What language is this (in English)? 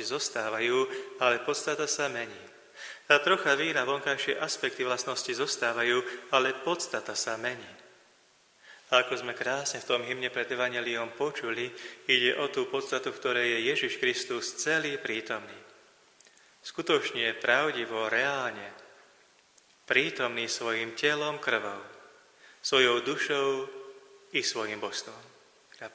Slovak